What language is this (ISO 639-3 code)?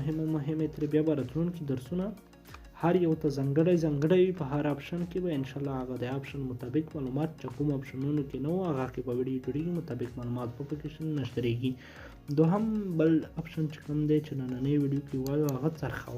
pus